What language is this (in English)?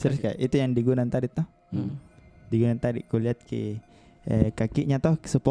Makassar Malay